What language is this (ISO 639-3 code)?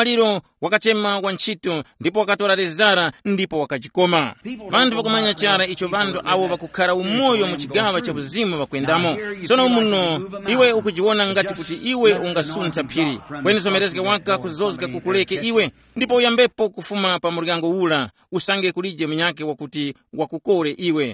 tum